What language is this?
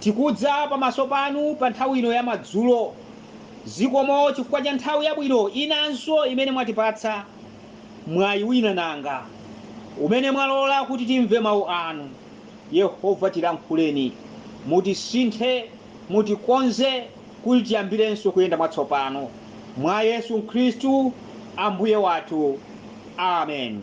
Nyanja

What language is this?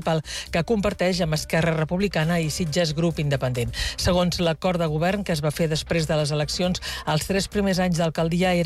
Catalan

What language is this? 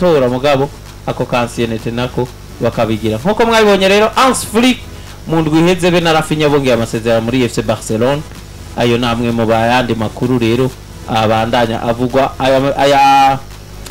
Rundi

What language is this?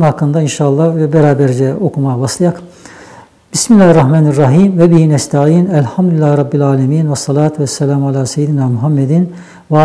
Nogai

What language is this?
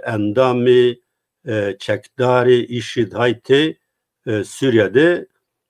Zaza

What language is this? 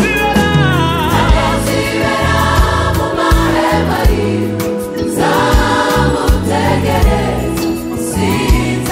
Kinyarwanda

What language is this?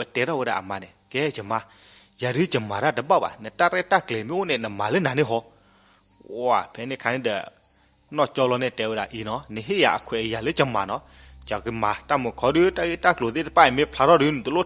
S'gaw Karen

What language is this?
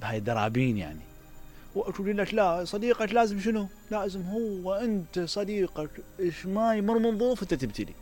Mesopotamian Arabic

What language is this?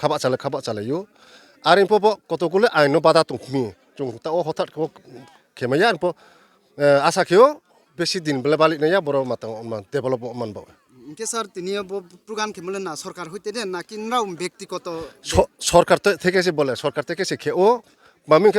Riang (India)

